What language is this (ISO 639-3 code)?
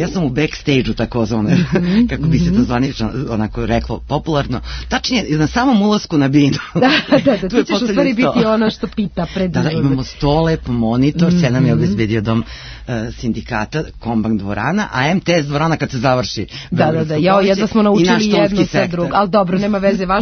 srp